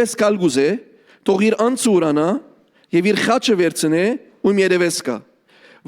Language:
Western Armenian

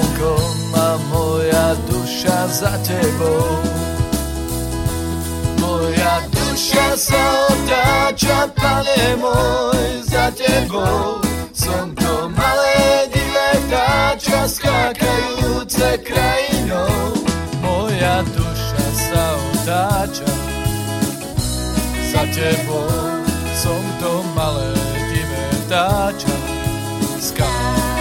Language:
Slovak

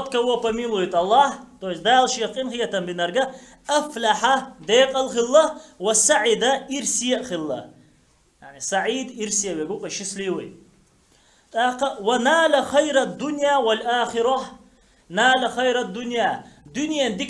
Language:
Chechen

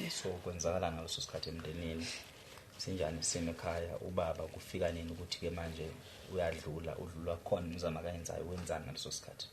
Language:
Zulu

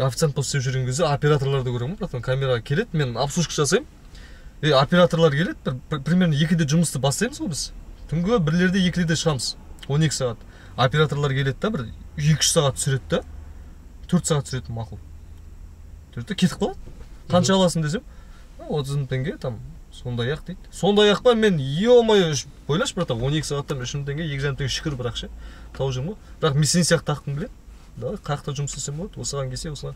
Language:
Kazakh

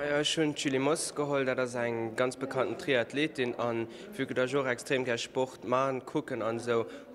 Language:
Luxembourgish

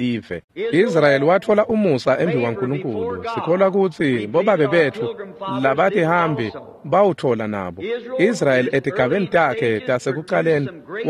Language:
Swati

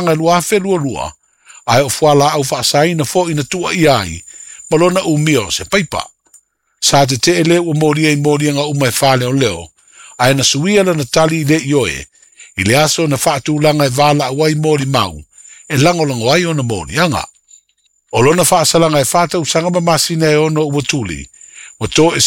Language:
Samoan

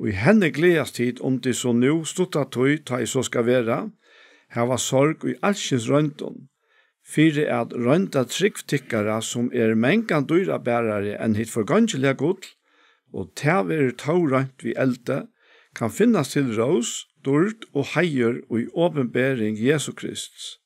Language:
Faroese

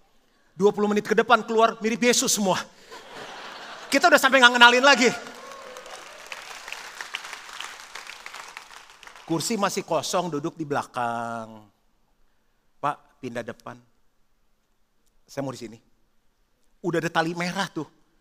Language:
Indonesian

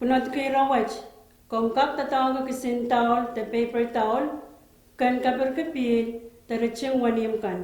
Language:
Pohnpeian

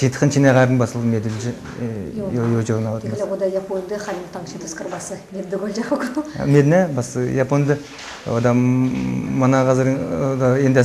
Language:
Kalmyk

